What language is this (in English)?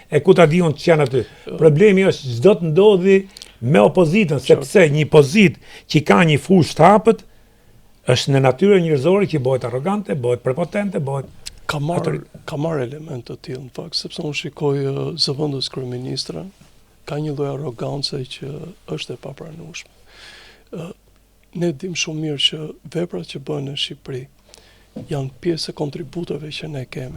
Albanian